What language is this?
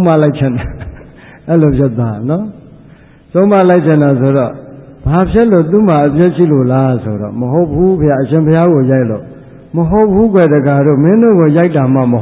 Burmese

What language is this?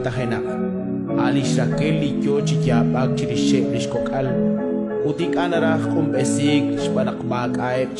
Kekchí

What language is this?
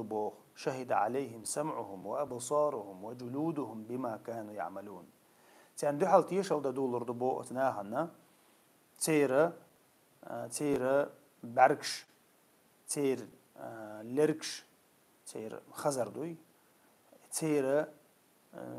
Chechen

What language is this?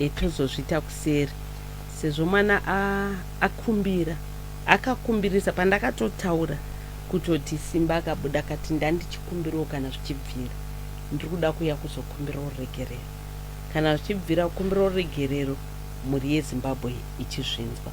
Shona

